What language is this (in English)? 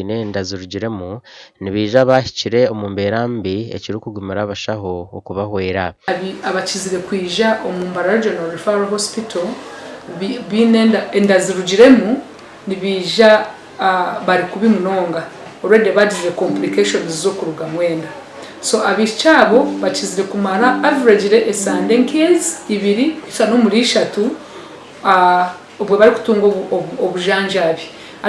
Nyankole